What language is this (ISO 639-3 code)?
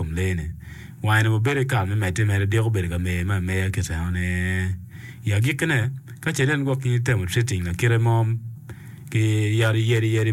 ach